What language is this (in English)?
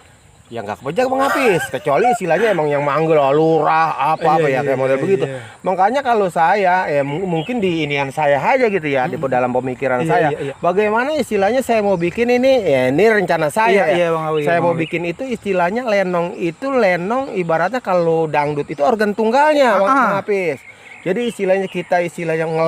Betawi